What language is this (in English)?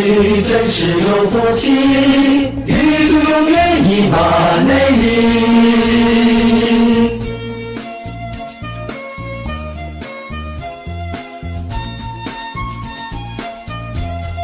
Chinese